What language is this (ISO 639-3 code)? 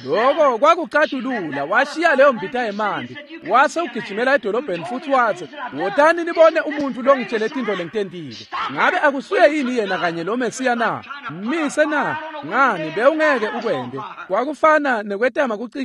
ssw